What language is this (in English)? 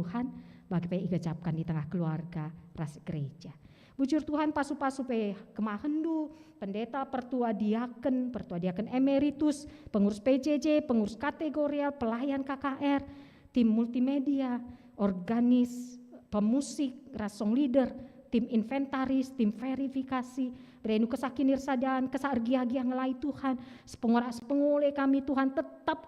Batak Karo